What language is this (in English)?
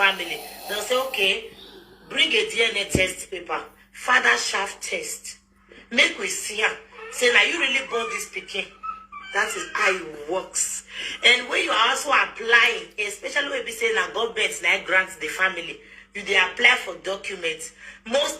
Nigerian Pidgin